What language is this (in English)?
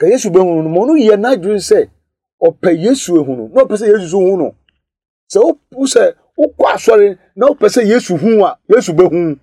Akan